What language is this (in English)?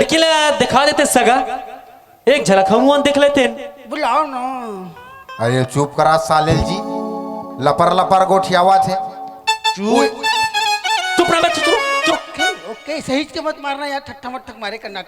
Chhattisgarhi